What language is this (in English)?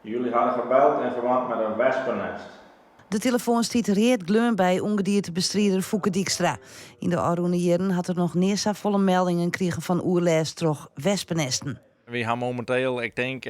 Western Frisian